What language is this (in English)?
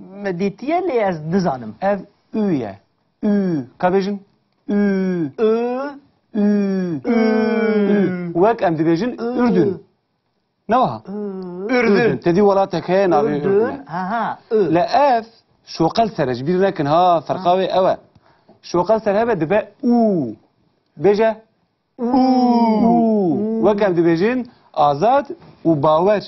Kurdish